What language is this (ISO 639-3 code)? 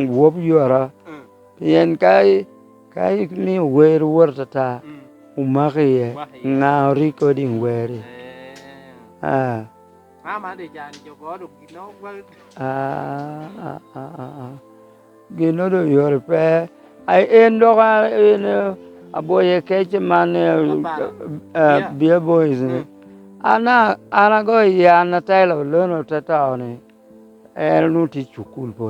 laj